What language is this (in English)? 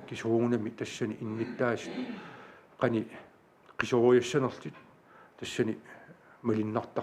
Kalaallisut